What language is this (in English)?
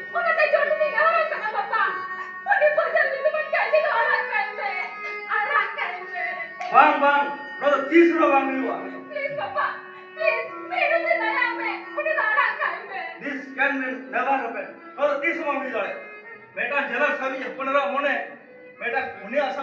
Santali